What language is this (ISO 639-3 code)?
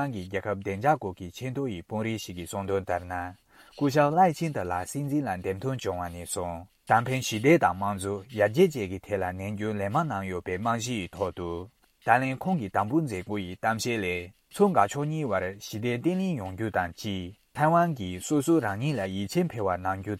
bod